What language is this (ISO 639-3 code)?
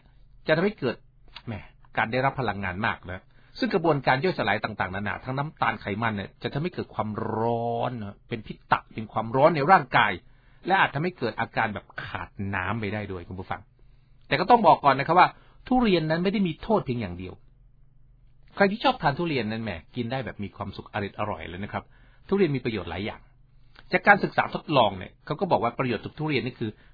tha